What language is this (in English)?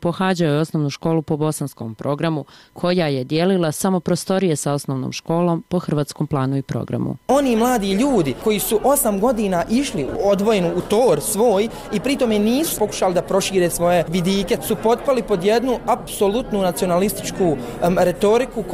Bosnian